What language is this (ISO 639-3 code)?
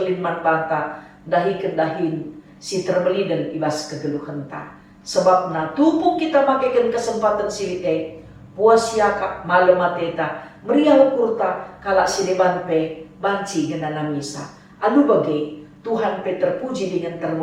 btx